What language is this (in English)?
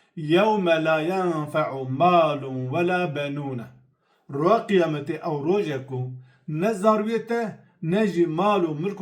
Kurdish